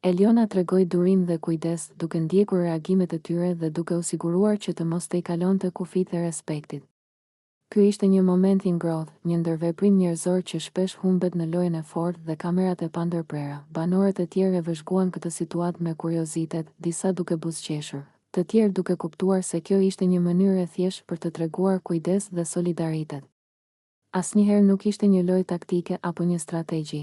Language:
Albanian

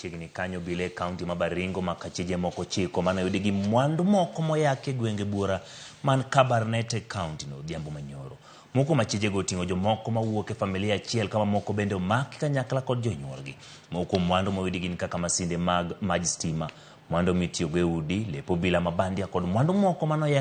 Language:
Luo (Kenya and Tanzania)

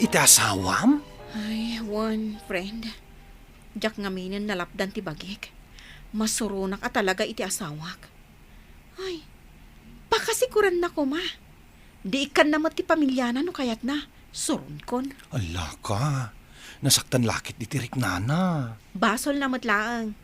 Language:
Iloko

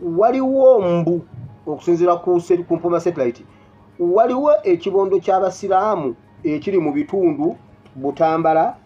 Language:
Ganda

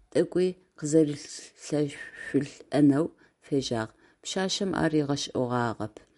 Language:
Adyghe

